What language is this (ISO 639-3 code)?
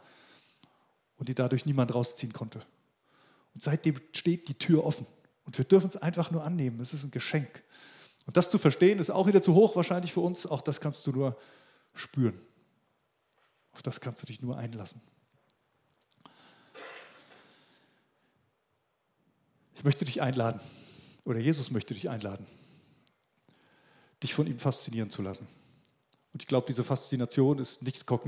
deu